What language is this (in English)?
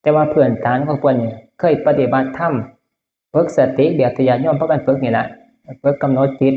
Northeastern Thai